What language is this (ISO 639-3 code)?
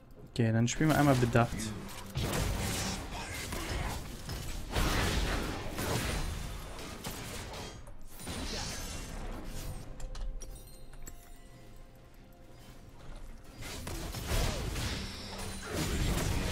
deu